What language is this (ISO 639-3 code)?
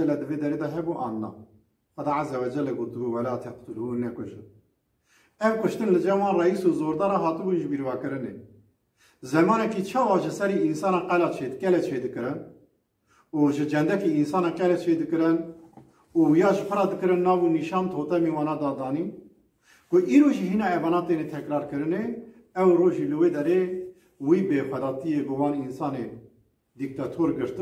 kur